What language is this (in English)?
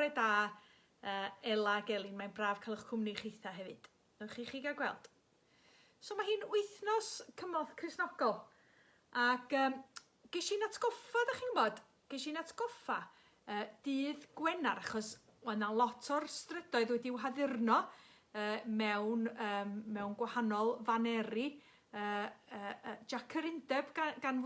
Welsh